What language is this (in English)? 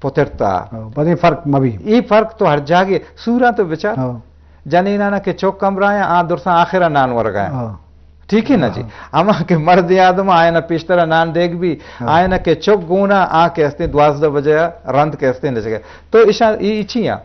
Eastern Balochi